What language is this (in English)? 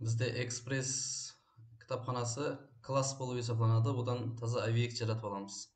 Kara-Kalpak